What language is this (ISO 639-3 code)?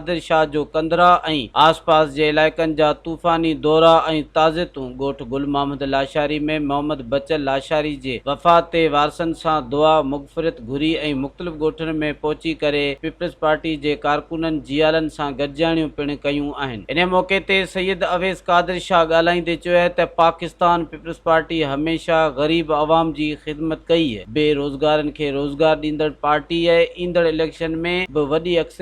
snd